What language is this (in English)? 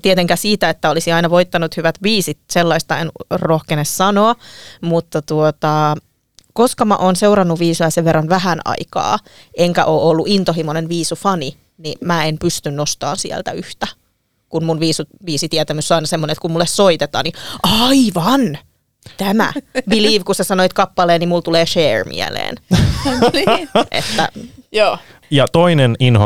Finnish